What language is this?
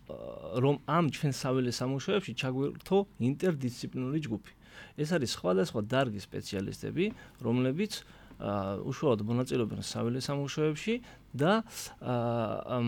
Georgian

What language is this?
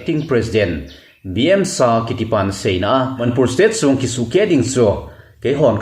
Thado Chin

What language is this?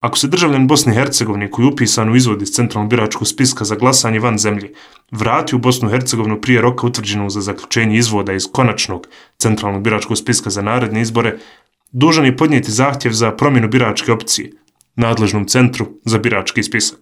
Bosnian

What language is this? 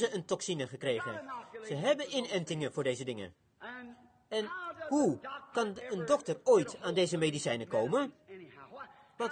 Dutch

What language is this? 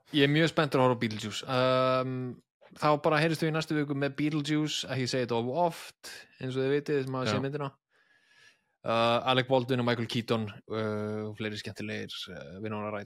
Icelandic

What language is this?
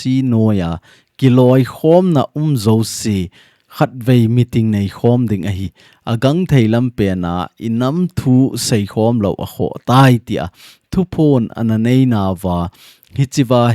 Thado Chin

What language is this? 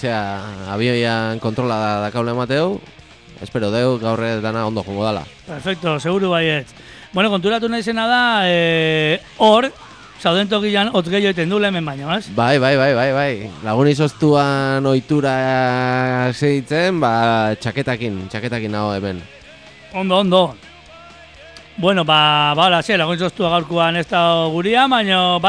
Basque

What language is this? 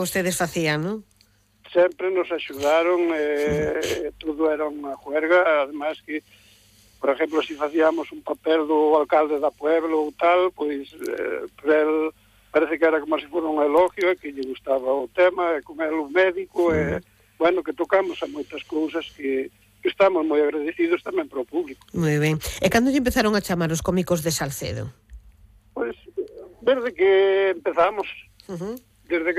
Galician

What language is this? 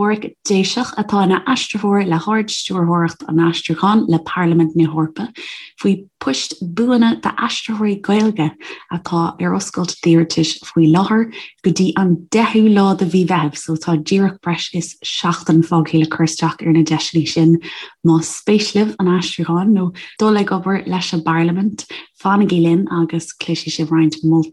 Irish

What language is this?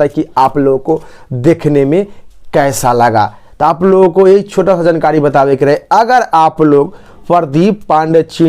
Bhojpuri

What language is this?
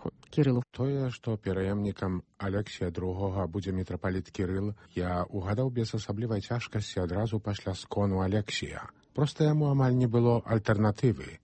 Belarusian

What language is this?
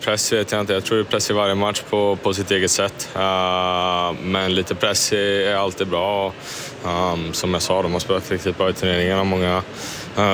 Swedish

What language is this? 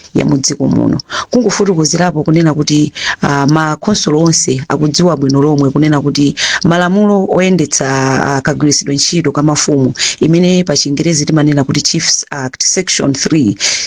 Nyanja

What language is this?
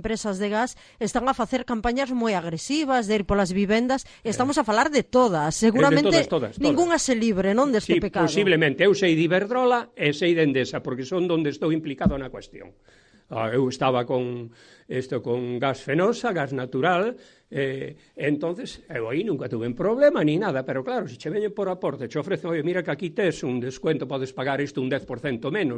Galician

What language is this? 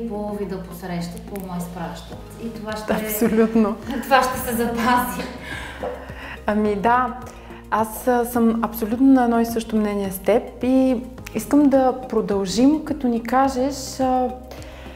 Bulgarian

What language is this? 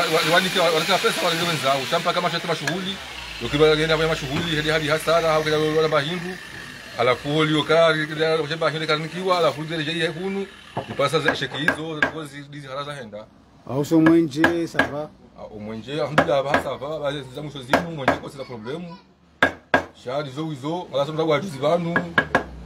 Swahili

